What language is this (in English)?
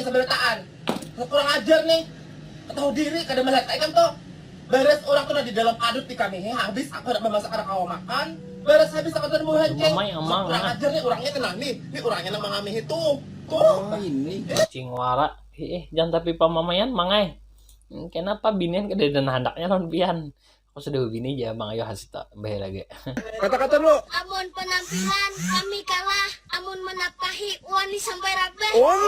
Banjar